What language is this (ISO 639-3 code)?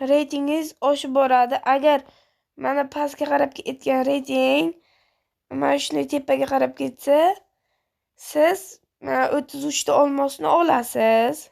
uzb